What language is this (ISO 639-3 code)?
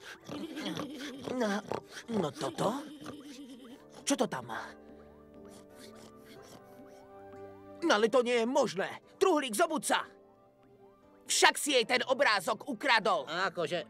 slk